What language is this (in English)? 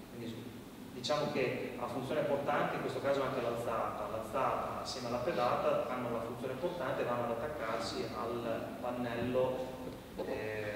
Italian